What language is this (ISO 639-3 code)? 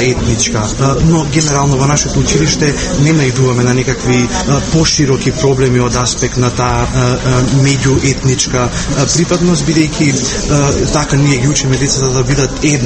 mkd